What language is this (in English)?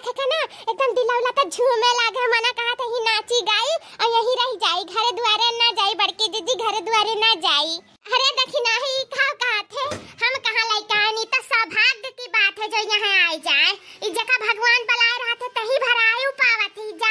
Awadhi